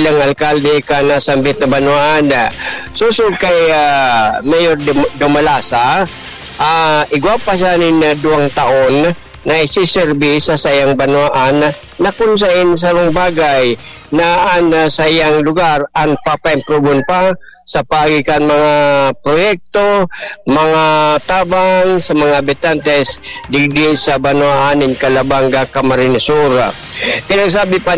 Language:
Bikol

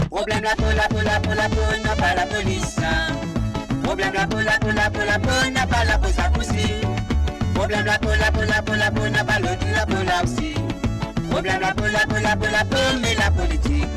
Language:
Morisyen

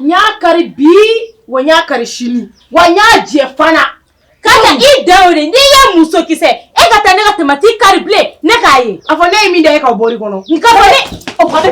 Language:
Bambara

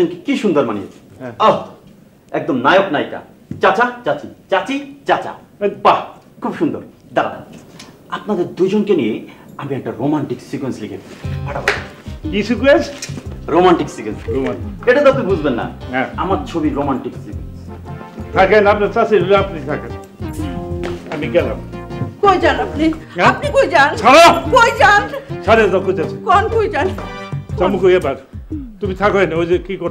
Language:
Bangla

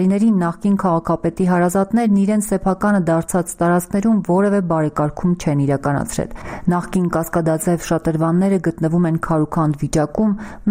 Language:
Armenian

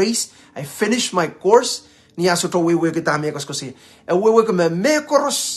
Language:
Pohnpeian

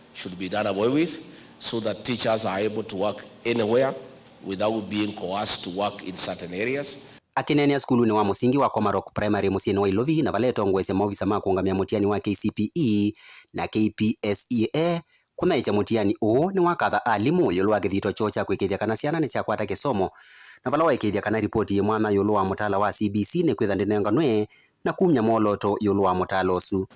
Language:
Kamba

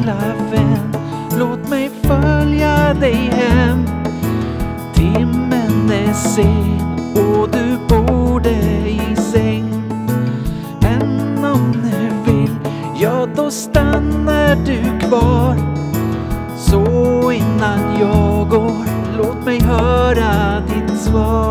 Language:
Swedish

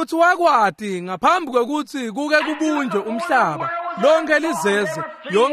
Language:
Swati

